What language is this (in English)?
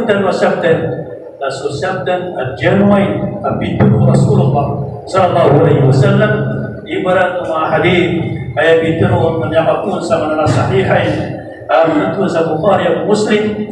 Maranao